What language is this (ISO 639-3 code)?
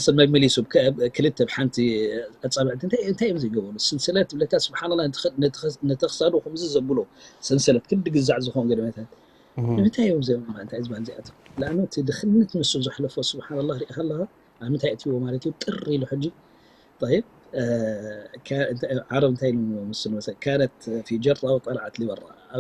tir